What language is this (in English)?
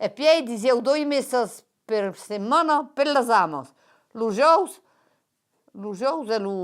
Occitan